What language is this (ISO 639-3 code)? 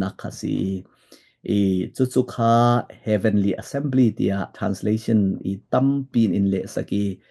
cfm